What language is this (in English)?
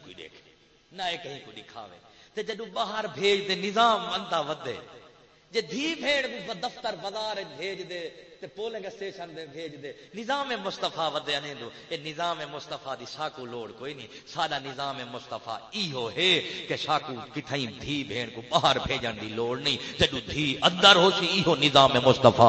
Saraiki